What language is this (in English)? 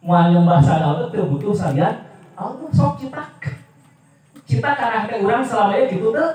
Sundanese